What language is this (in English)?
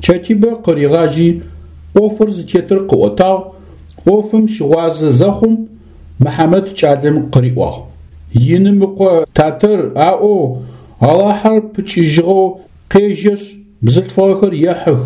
Adyghe